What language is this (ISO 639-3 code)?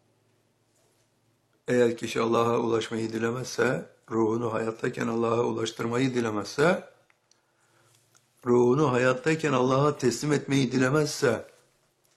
tur